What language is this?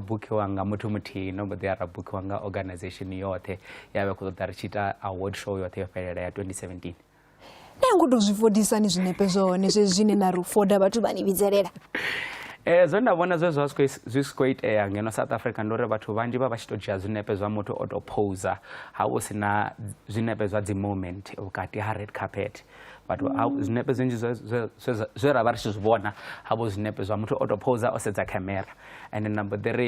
Venda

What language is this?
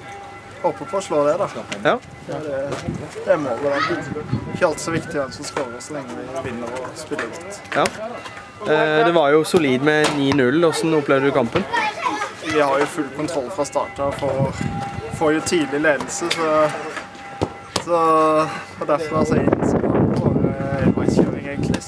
Norwegian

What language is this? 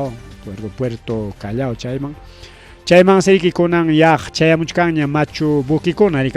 Ayacucho Quechua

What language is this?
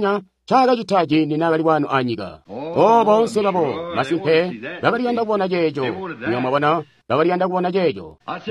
Tonga (Zambia)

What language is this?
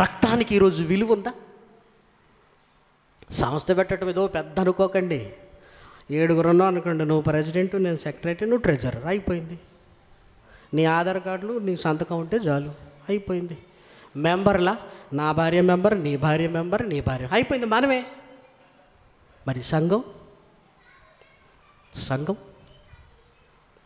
Telugu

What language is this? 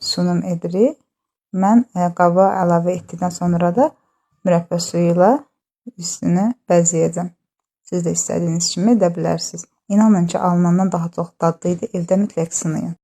Azerbaijani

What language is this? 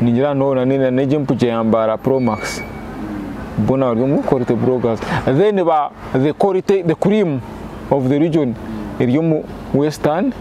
Nyankole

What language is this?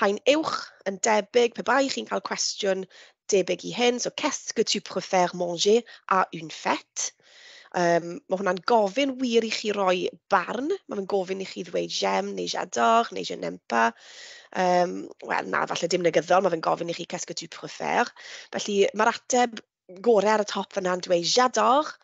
Welsh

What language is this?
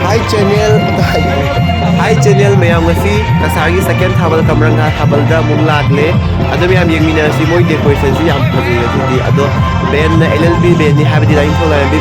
Manipuri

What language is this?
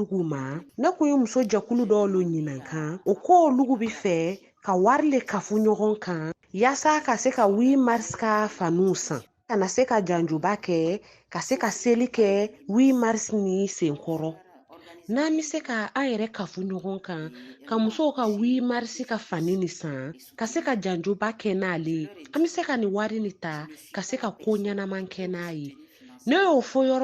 Bambara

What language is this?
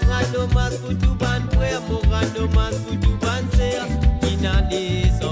Morisyen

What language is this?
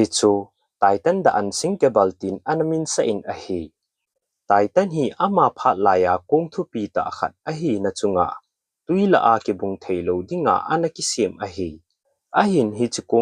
Thado Chin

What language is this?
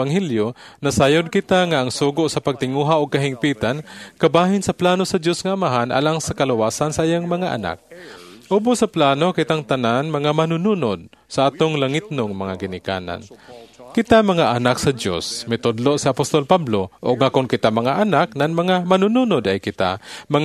Cebuano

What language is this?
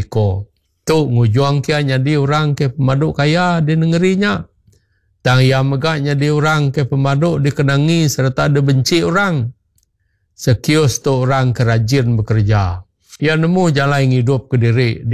Iban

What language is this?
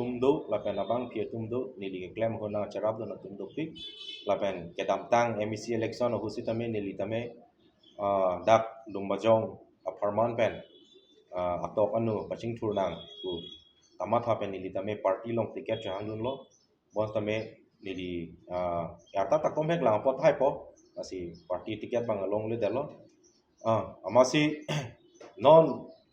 Karbi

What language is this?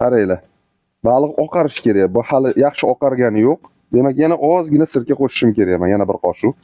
Uzbek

